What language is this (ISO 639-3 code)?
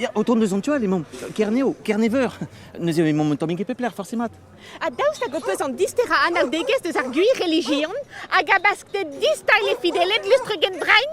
bre